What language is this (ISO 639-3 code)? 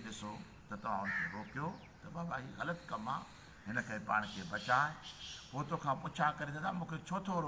snd